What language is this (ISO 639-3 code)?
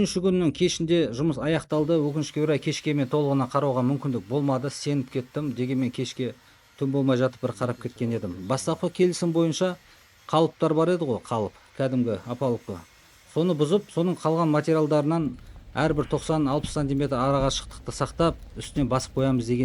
kaz